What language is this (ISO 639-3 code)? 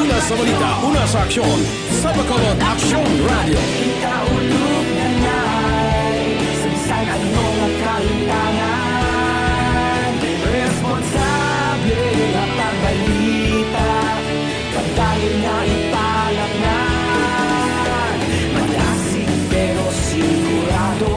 hil